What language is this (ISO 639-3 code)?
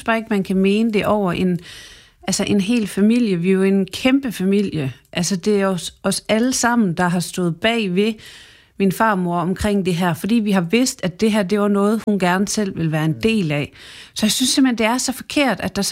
dan